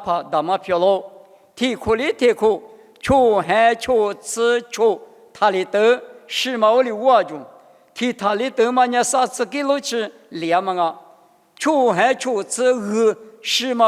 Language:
Lisu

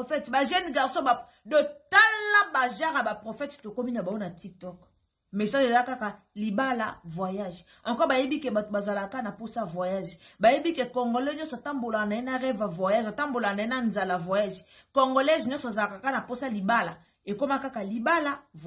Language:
Lingala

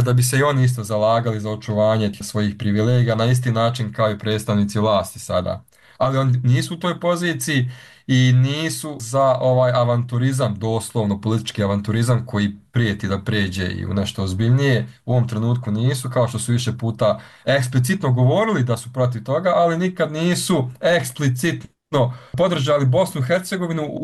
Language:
Bosnian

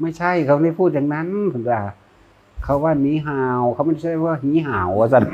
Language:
Northeastern Thai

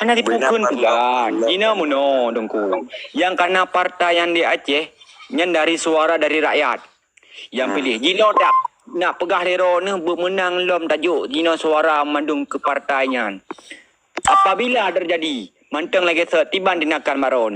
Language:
Achinese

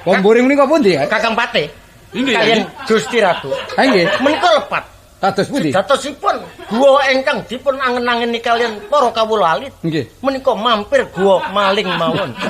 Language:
Javanese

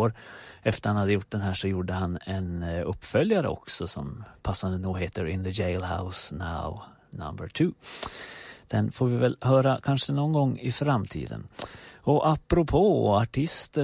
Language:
Swedish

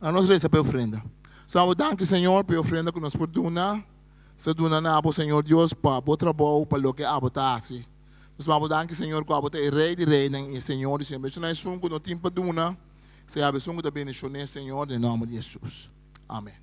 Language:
Papiamento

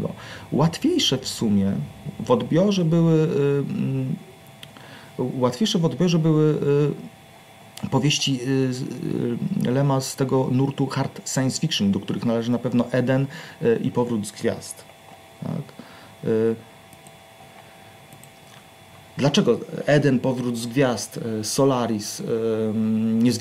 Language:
Polish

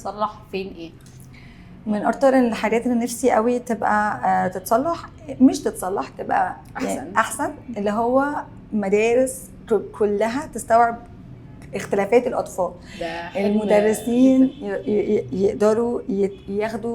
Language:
Egyptian Arabic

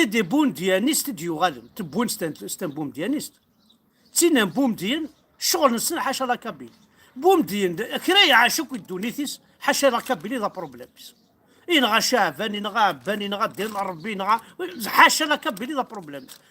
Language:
Kabyle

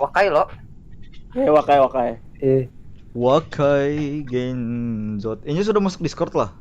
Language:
Banjar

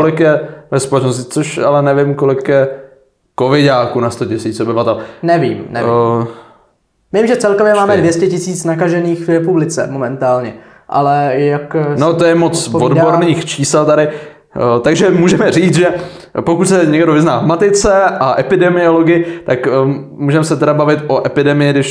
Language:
Czech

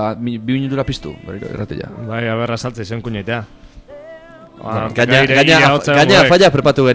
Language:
Basque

